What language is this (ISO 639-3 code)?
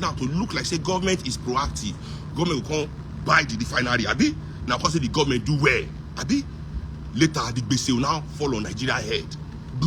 pcm